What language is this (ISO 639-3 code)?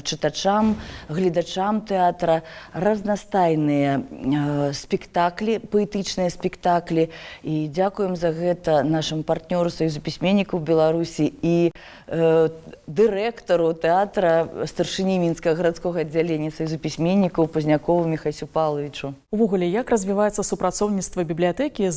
bel